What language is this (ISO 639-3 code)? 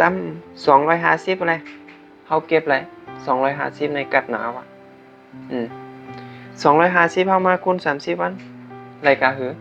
shn